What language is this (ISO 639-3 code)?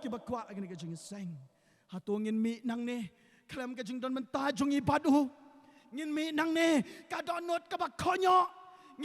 kha